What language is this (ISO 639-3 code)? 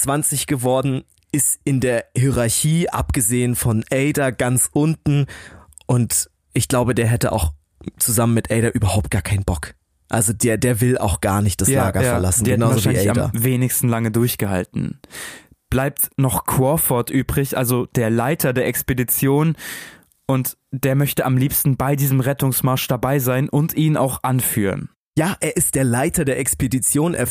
deu